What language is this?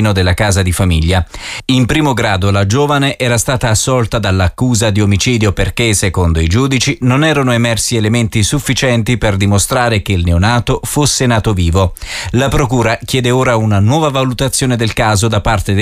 Italian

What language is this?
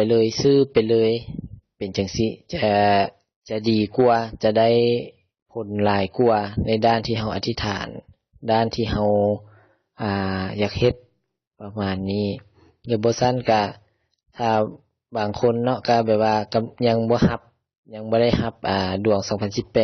Lao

